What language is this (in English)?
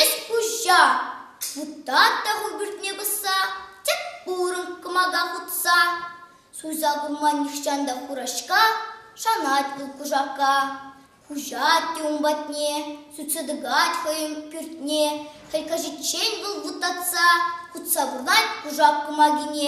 Chuvash